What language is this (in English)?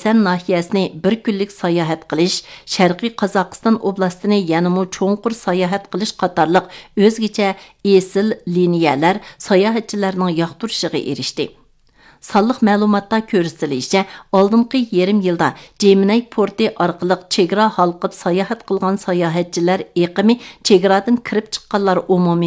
Uyghur